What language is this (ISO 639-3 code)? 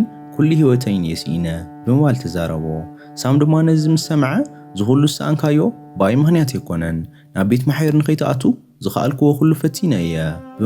tir